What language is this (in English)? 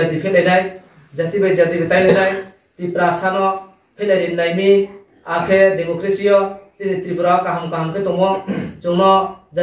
Riang (India)